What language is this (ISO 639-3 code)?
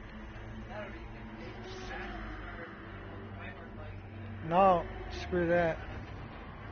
eng